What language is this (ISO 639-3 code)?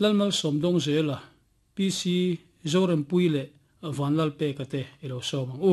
lus